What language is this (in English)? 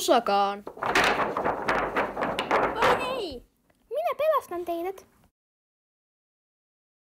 Finnish